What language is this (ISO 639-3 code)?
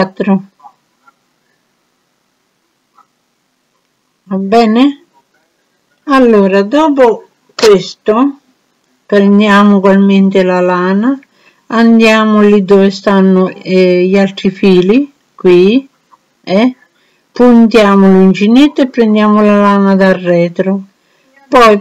ita